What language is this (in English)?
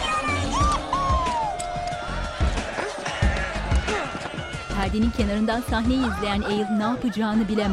Turkish